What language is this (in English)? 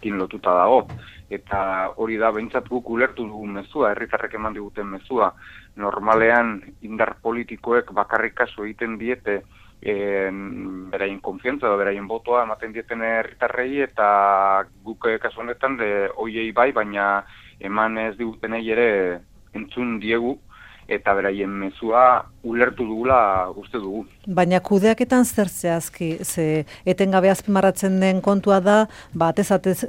Basque